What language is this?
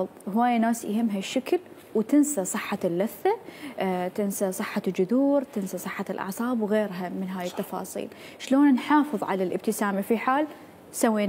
Mesopotamian Arabic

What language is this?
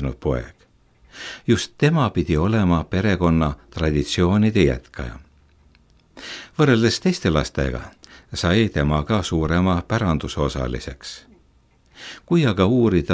Estonian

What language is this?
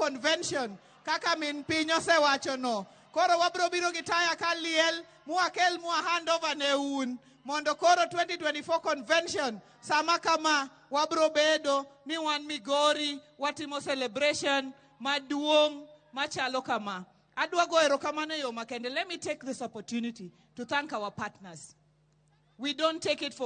Luo (Kenya and Tanzania)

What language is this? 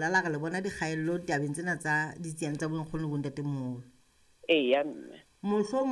Southern Sotho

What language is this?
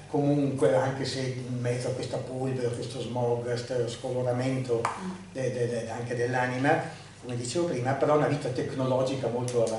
Italian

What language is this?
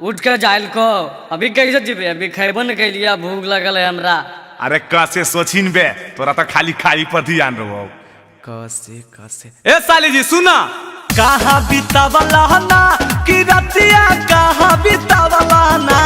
Magahi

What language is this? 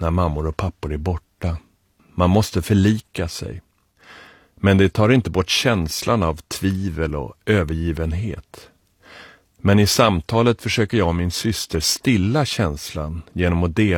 Swedish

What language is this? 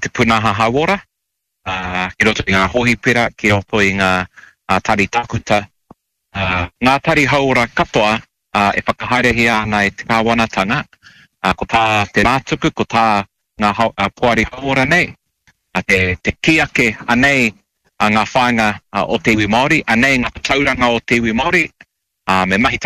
Māori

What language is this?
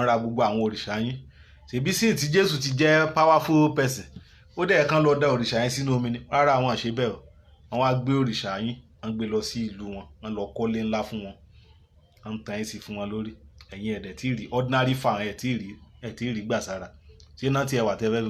Yoruba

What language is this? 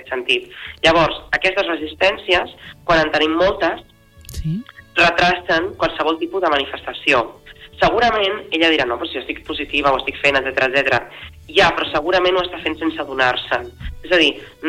Catalan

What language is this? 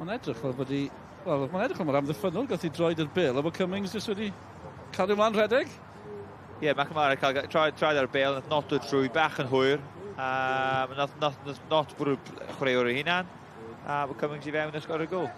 Welsh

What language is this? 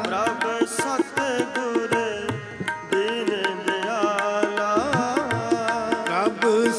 Punjabi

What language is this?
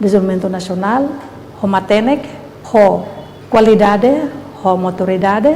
Tetum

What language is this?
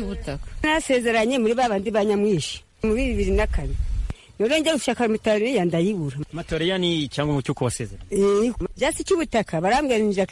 Kinyarwanda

